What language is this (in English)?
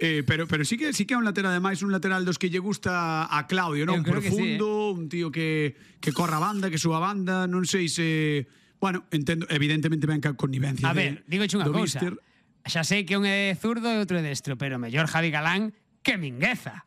Galician